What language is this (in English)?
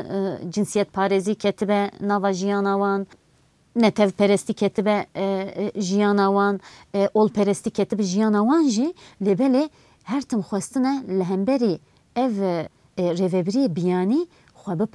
Kurdish